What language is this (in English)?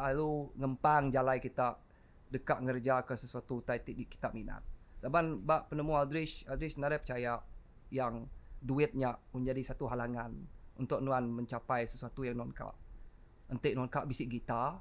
Iban